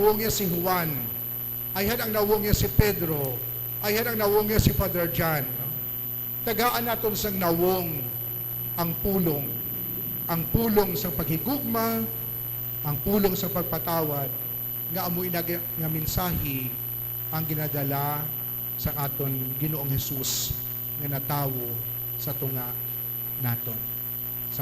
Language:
Hiligaynon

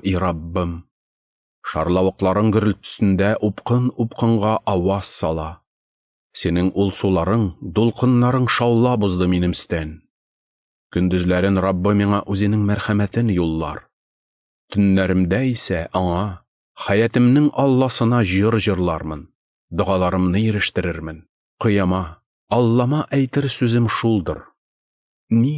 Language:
Tatar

